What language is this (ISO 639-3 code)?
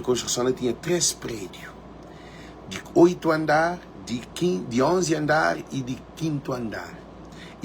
kea